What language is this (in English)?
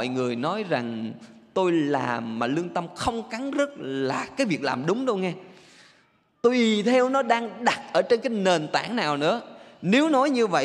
Vietnamese